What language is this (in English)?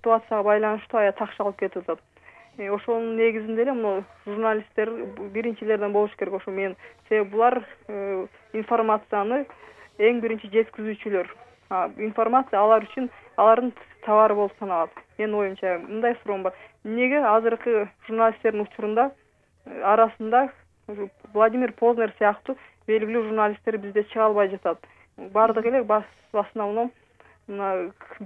Kyrgyz